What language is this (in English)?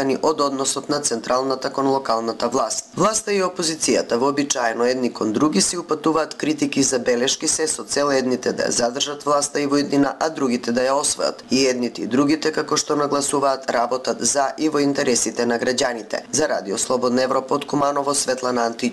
Macedonian